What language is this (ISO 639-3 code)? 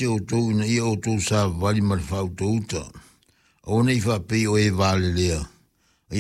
smo